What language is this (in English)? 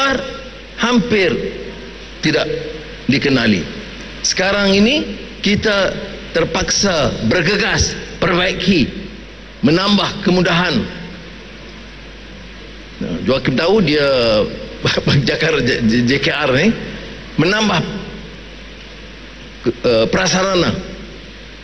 Malay